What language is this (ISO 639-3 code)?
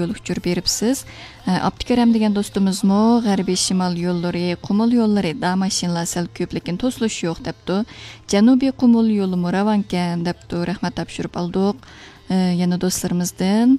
uig